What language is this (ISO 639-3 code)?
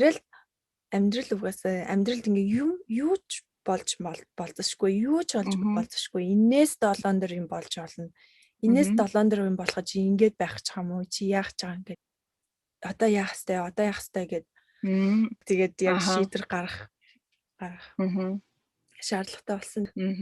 mon